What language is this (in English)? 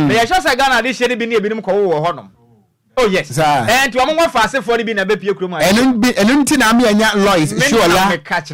Akan